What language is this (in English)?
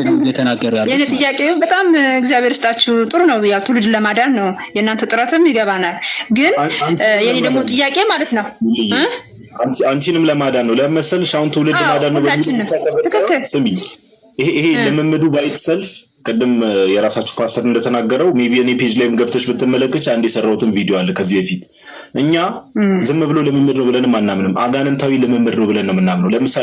Amharic